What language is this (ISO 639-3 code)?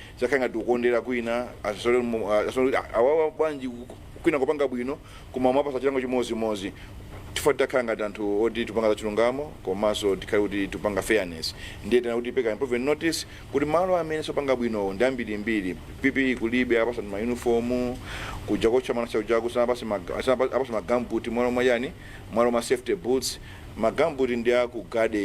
nya